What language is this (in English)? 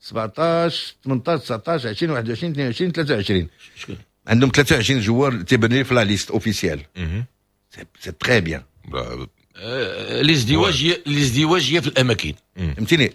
Moroccan Arabic